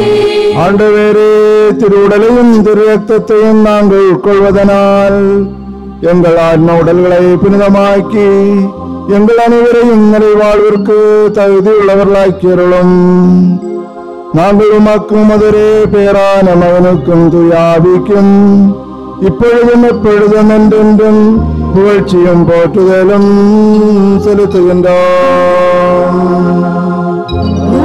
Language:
Tamil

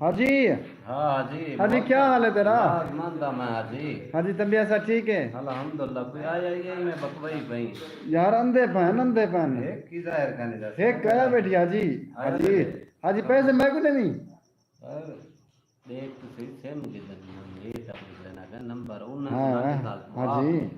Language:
Saraiki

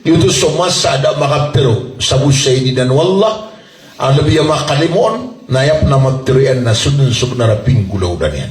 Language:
Maranao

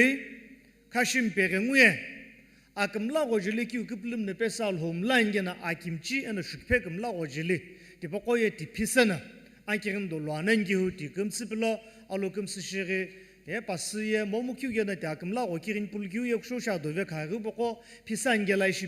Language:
Sumi Naga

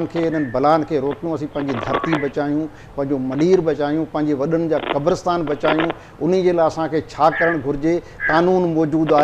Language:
Sindhi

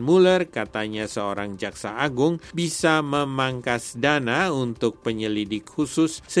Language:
Indonesian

